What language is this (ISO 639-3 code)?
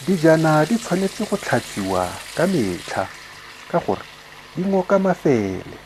tsn